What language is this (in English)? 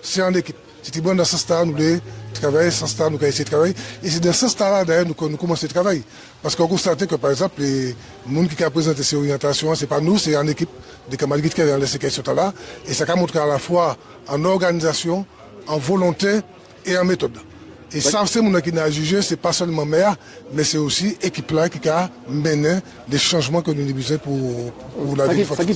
Guadeloupean Creole French